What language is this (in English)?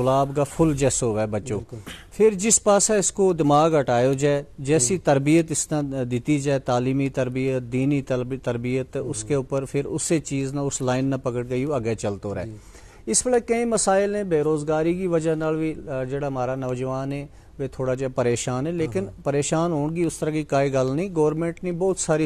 Gujari